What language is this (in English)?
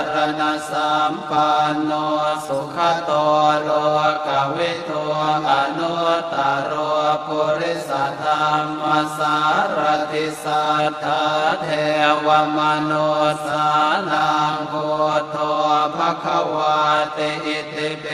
Pali